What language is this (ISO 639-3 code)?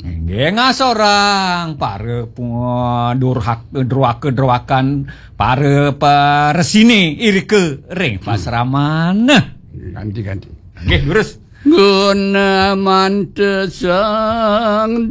ban